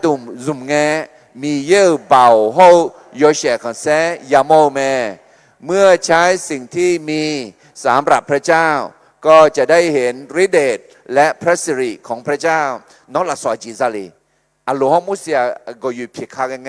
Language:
Akha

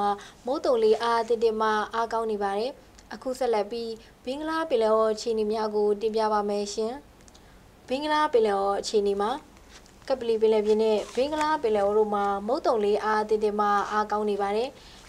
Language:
Burmese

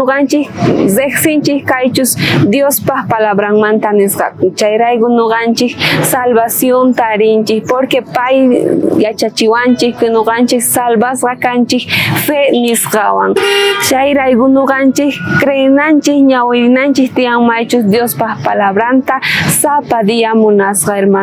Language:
South Bolivian Quechua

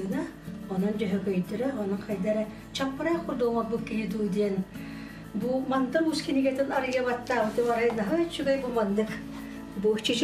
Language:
Yakut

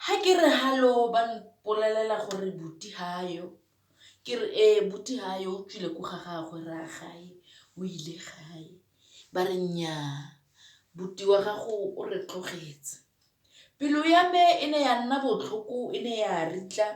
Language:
Tswana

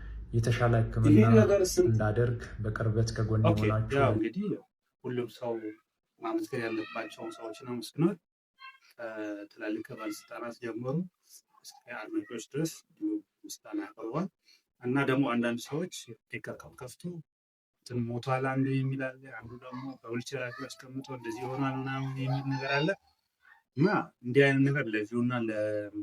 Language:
Amharic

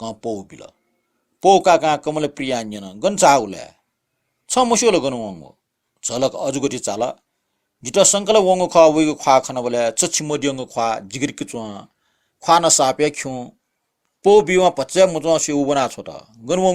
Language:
Newari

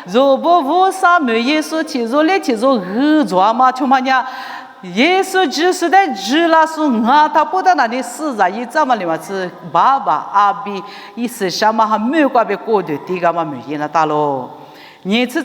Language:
Lisu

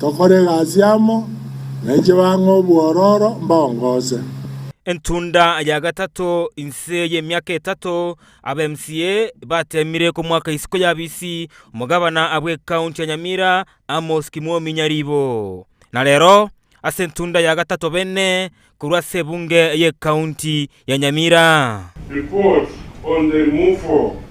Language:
Gusii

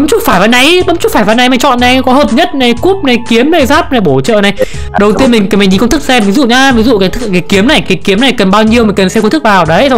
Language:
Vietnamese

